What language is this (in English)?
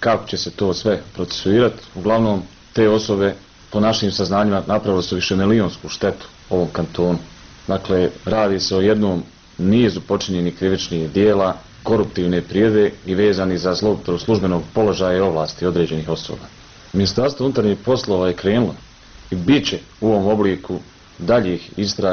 Bosnian